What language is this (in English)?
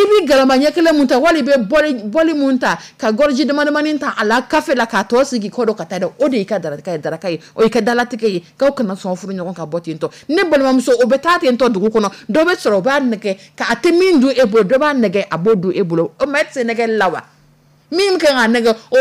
Dyula